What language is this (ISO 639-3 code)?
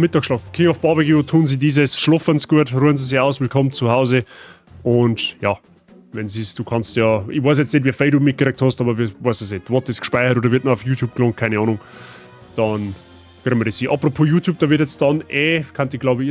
bar